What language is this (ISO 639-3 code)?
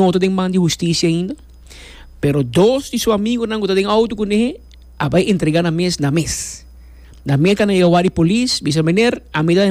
pap